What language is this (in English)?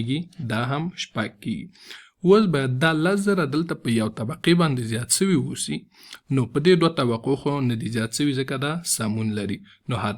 Pashto